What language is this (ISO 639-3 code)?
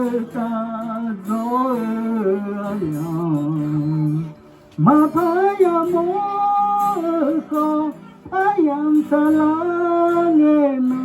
ahk